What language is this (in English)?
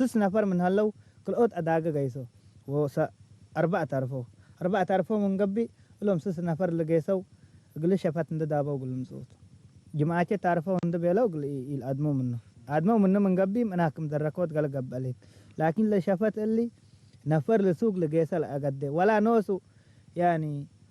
Tigre